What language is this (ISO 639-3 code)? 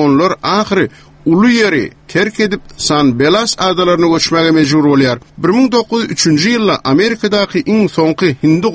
tuk